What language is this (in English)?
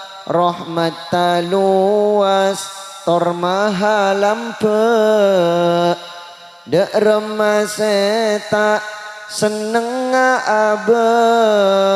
Madurese